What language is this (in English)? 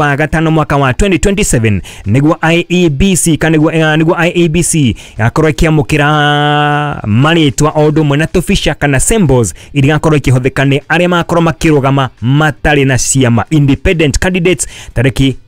Kikuyu